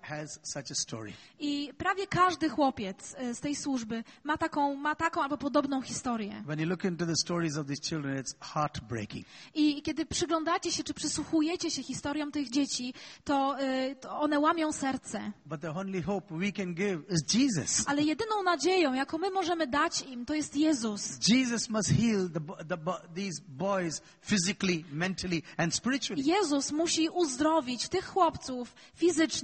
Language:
Polish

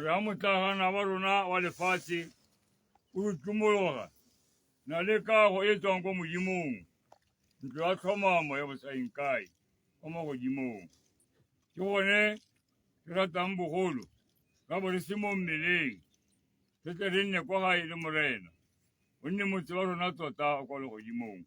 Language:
Tswana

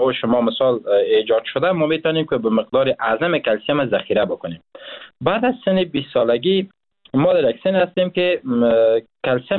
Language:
Persian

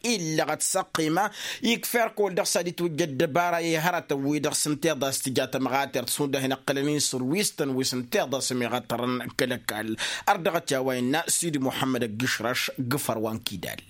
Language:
Tamasheq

